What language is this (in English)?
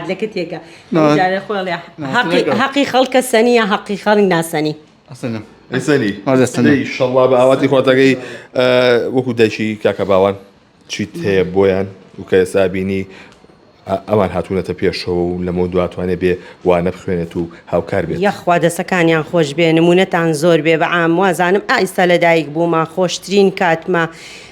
Central Kurdish